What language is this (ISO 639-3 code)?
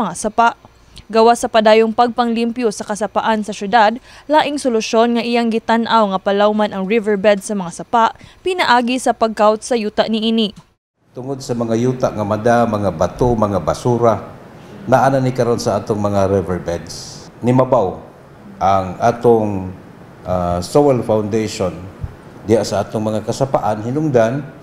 ceb